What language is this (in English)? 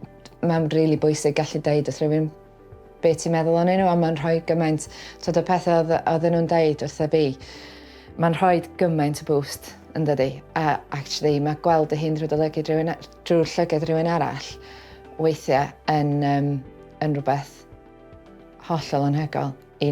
Welsh